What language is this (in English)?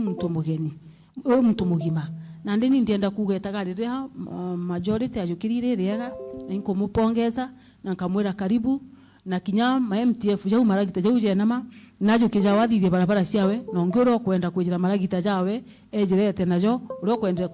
Meru